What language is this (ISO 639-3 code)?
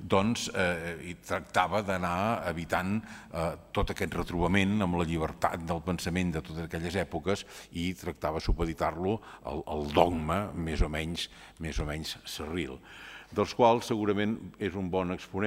cat